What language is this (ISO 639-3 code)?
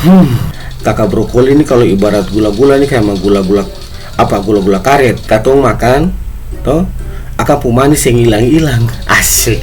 abs